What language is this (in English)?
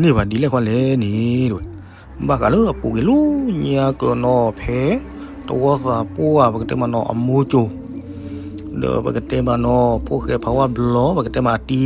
S'gaw Karen